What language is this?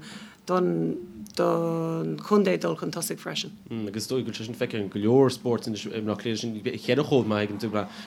Irish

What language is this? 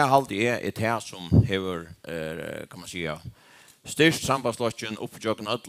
Faroese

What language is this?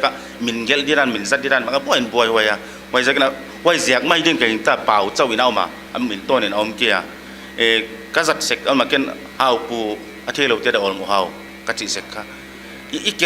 Paite Chin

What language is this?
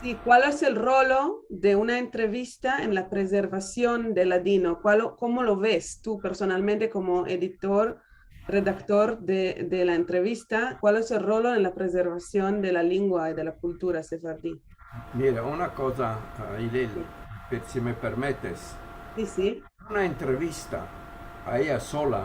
Ladino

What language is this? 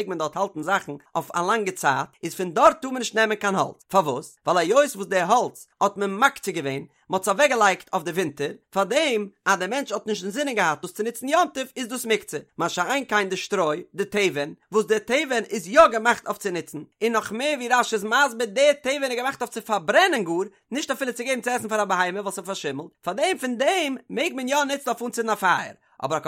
Yiddish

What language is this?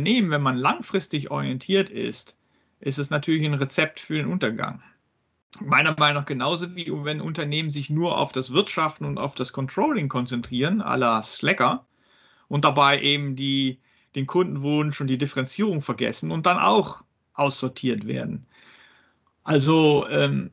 German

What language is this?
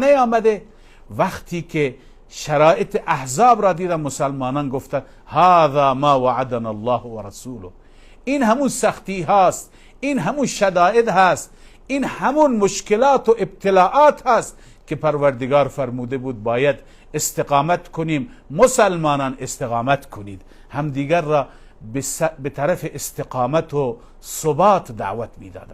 Persian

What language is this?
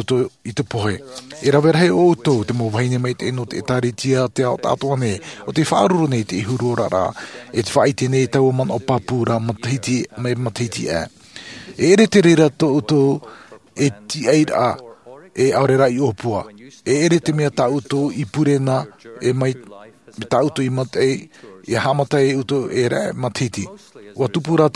Tahitian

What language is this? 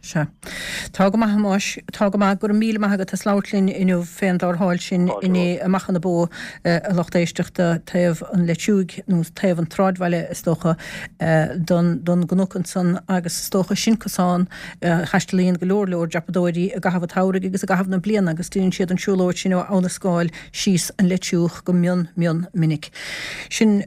Irish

